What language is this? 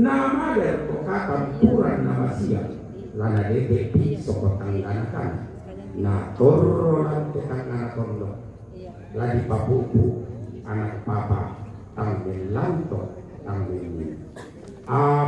Toraja-Sa'dan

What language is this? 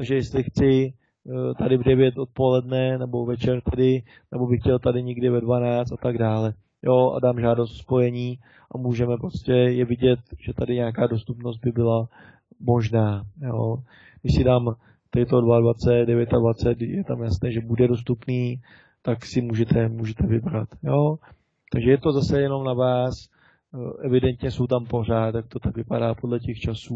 Czech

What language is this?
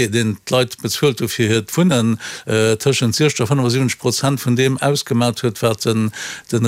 Luxembourgish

